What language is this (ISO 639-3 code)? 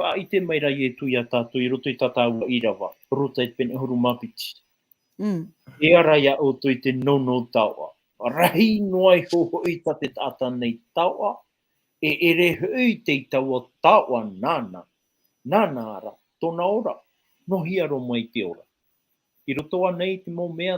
tah